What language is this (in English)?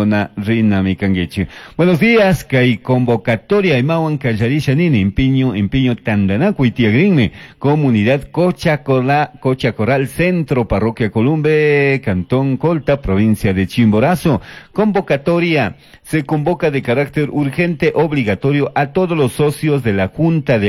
Chimborazo Highland Quichua